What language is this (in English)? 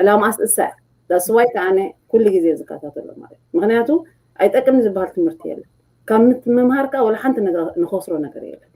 Tigrinya